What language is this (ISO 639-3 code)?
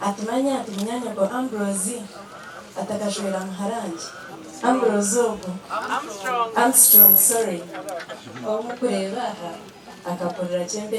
nyn